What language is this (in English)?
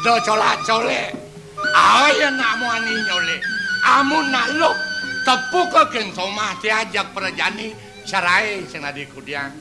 Balinese